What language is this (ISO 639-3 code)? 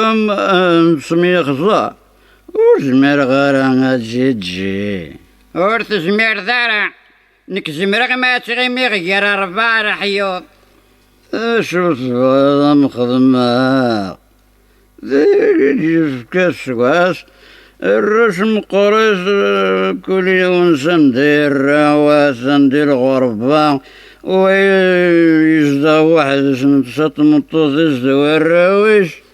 kab